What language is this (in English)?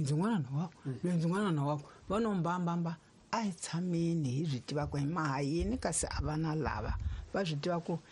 Tsonga